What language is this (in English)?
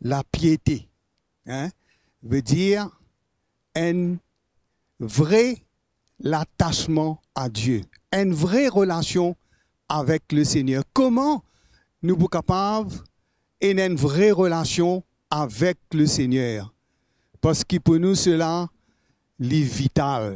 Morisyen